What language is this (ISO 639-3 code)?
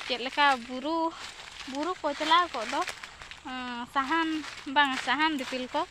sat